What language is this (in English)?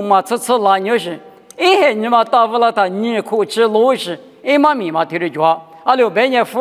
Lisu